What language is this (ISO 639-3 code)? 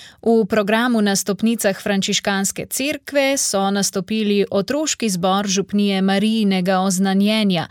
slv